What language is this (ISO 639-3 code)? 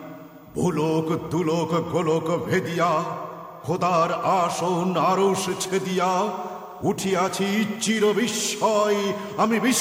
ben